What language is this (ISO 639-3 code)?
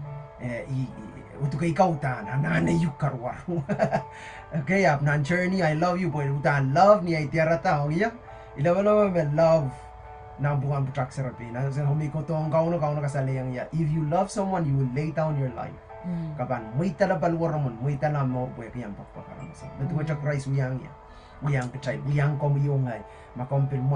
pon